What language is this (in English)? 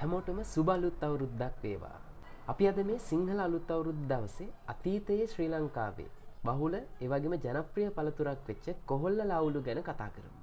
Sinhala